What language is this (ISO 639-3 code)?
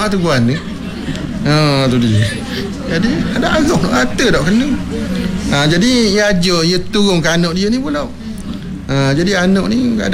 msa